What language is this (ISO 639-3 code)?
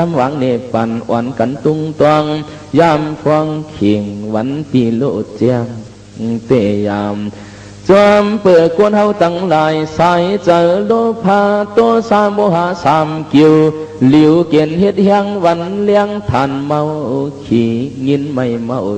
shn